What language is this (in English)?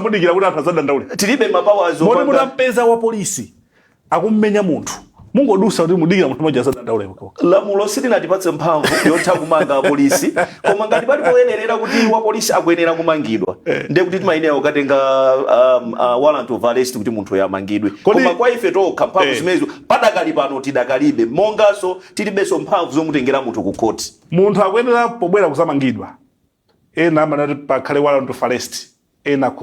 Nyanja